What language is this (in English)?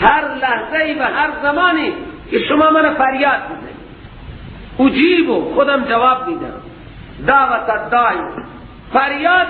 Persian